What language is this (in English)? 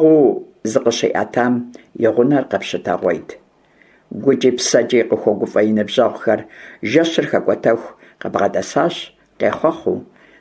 Kabardian